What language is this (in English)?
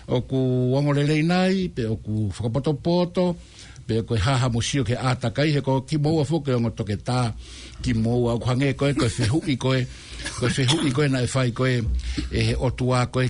Tongan